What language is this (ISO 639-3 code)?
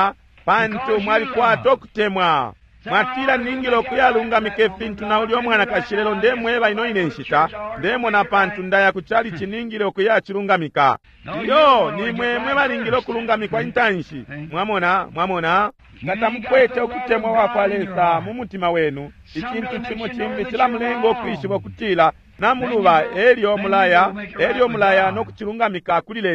bem